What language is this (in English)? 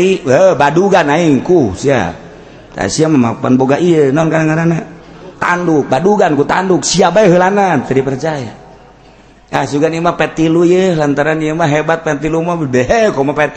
Sundanese